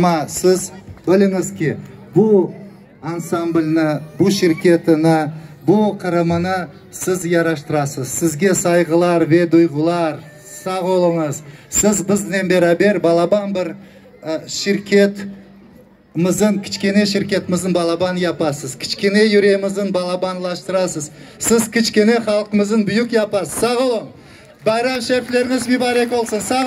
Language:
Crimean Tatar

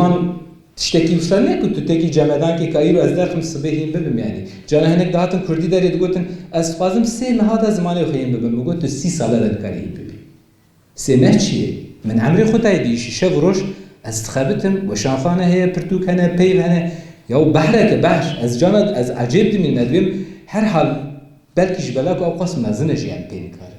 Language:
Kurdish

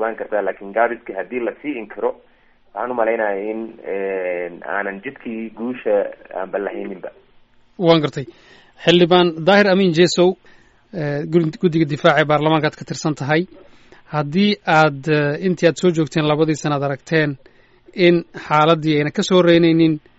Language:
Somali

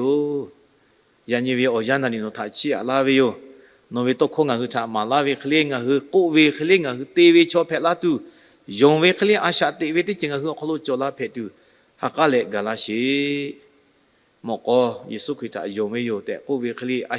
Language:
Lahu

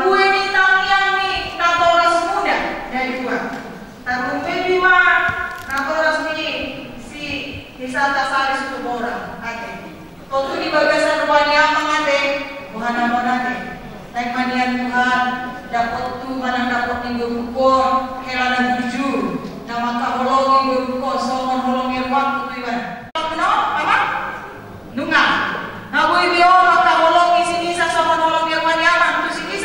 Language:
Batak Toba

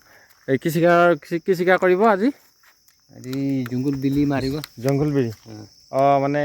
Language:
Assamese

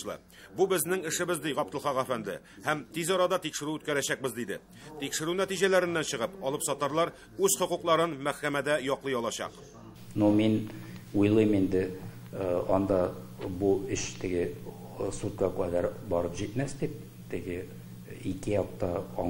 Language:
Tatar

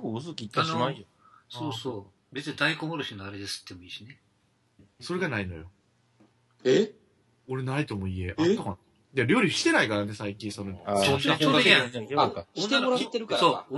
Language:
Japanese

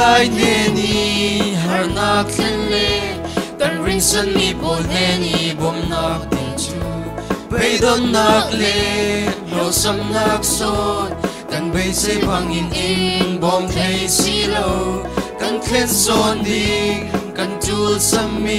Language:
Falam Chin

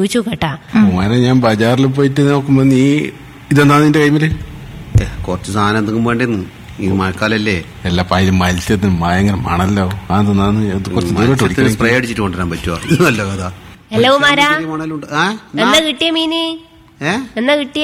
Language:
Malayalam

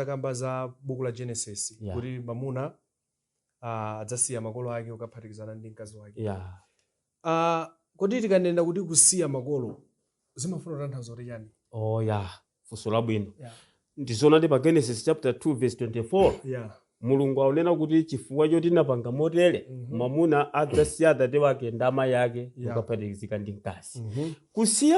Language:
Nyanja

